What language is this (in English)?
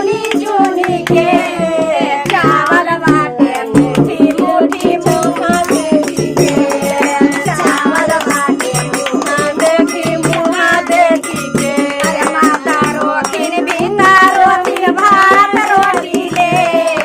Magahi